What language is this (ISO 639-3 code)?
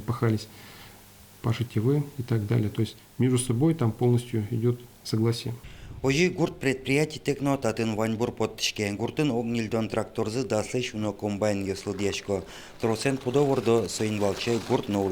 udm